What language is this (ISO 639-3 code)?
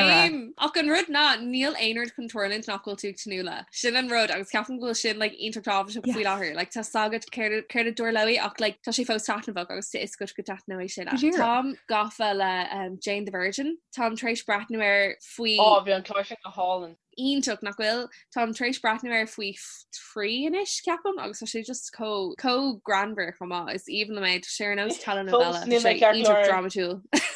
gle